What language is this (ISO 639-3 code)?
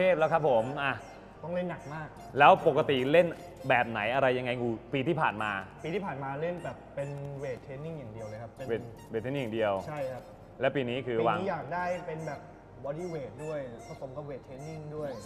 tha